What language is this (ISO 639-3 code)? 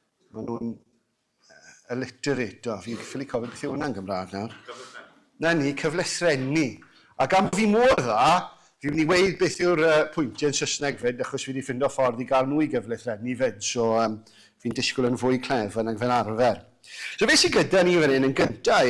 cym